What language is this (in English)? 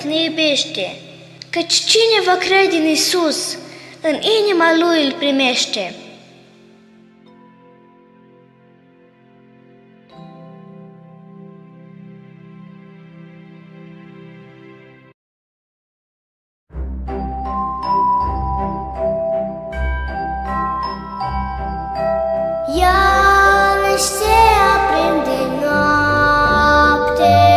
Romanian